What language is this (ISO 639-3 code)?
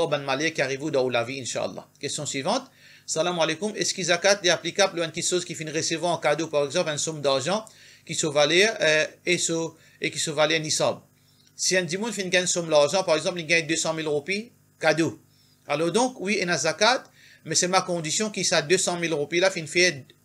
mfe